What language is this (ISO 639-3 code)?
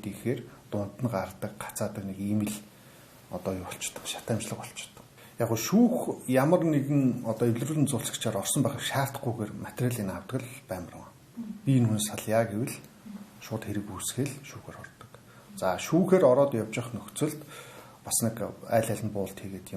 mon